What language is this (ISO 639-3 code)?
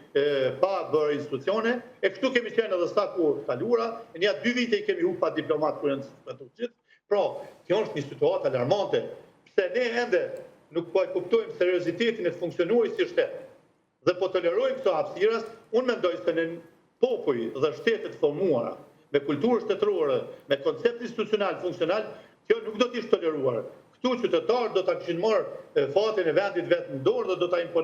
sqi